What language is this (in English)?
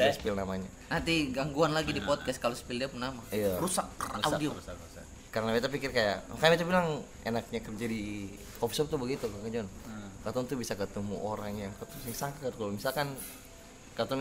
Ambonese Malay